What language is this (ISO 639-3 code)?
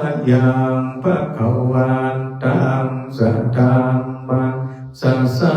pli